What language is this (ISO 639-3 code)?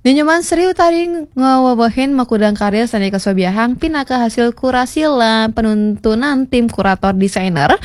ban